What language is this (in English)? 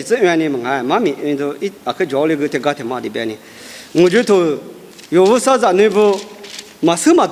Lisu